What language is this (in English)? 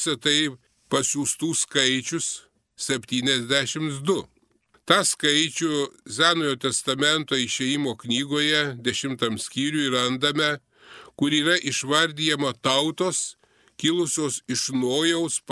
Lithuanian